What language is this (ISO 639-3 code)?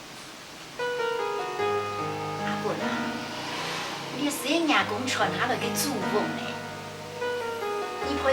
hak